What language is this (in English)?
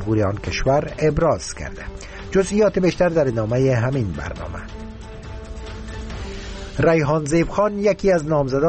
Persian